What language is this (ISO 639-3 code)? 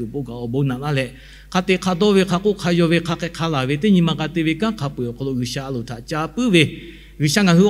lhu